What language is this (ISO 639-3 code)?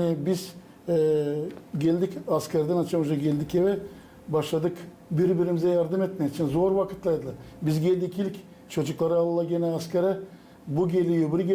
gag